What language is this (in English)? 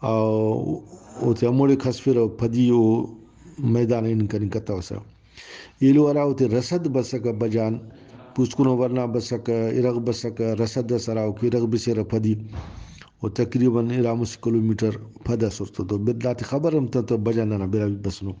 Brahui